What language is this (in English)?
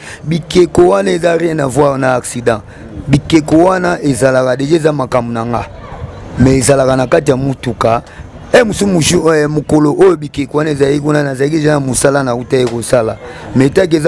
Lingala